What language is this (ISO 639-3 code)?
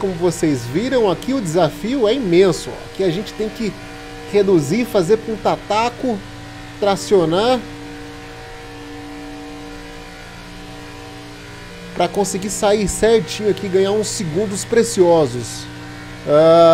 por